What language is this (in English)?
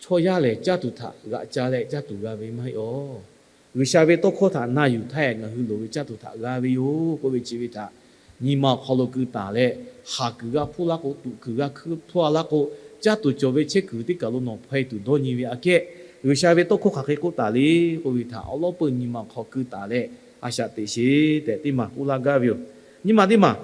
Lahu